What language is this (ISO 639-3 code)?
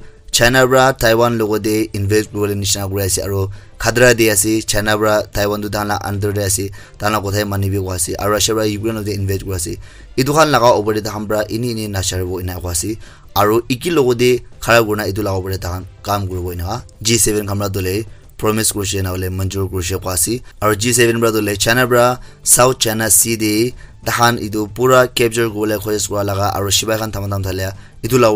nag